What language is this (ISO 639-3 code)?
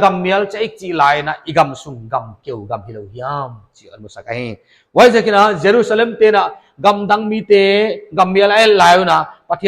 pck